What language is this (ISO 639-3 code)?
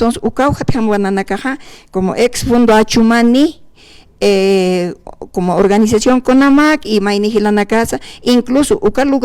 aym